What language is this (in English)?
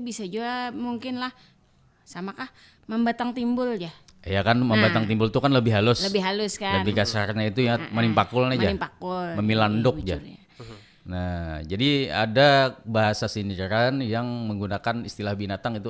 Banjar